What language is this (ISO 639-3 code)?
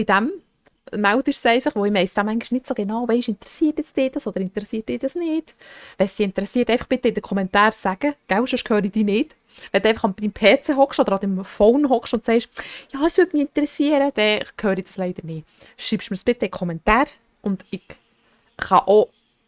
gsw